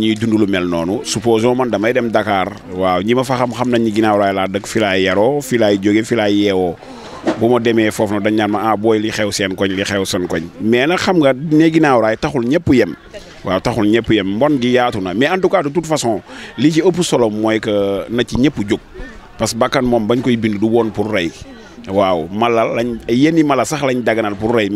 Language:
Wolof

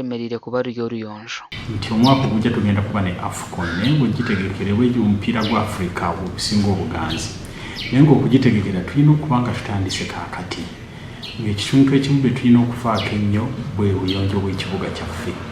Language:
Nyankole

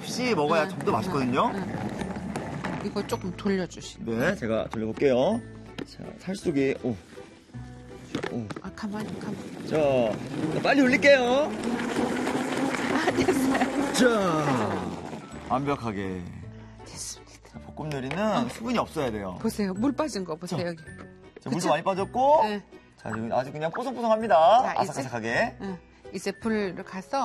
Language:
Korean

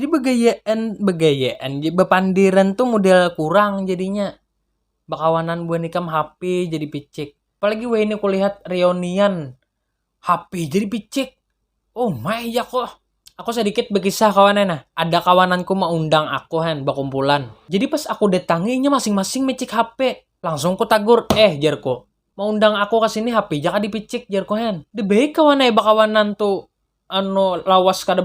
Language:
Banjar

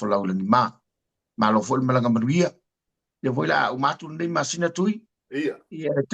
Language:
Samoan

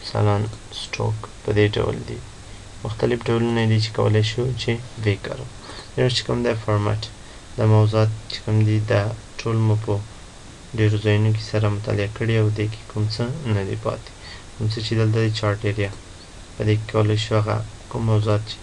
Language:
Pashto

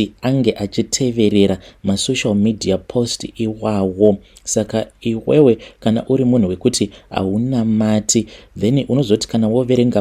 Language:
Shona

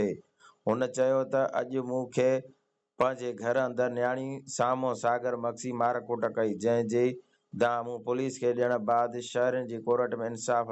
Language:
Sindhi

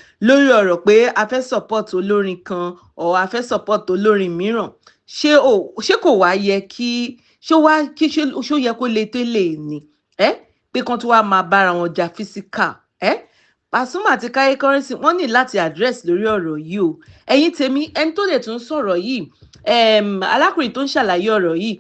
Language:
Yoruba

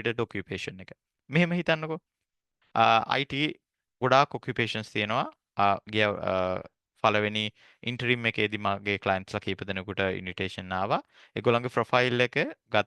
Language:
Sinhala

